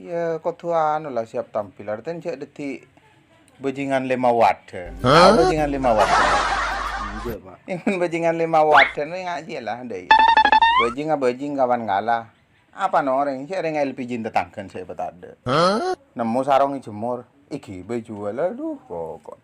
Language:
Madurese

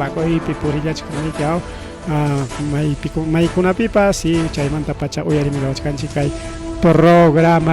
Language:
Ayacucho Quechua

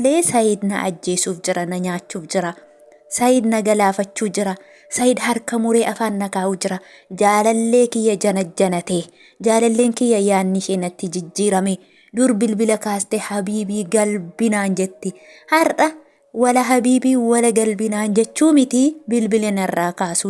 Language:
Oromo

